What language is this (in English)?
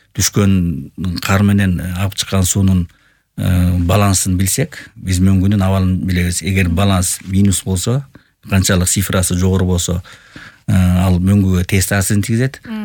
Kyrgyz